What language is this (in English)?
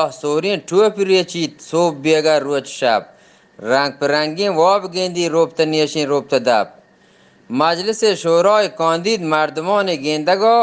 Eastern Balochi